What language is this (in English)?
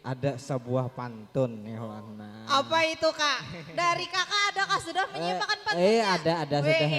Banjar